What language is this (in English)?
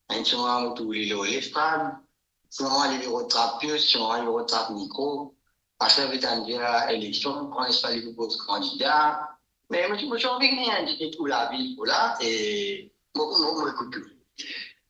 Morisyen